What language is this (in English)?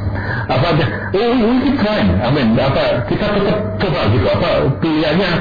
Indonesian